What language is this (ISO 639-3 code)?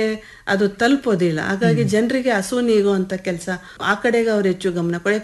kan